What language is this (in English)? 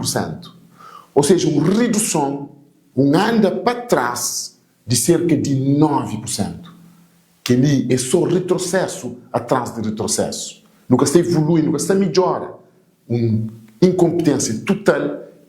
Kabuverdianu